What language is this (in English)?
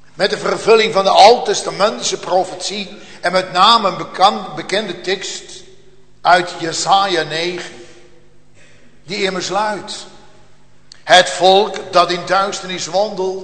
Dutch